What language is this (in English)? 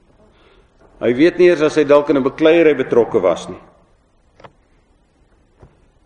Afrikaans